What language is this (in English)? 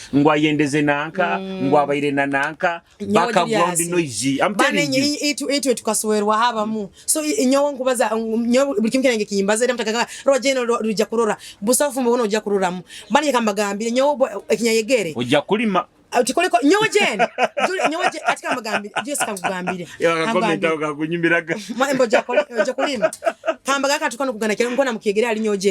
Nyoro